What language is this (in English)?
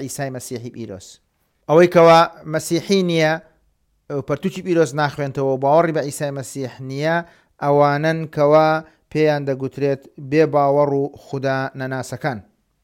Central Kurdish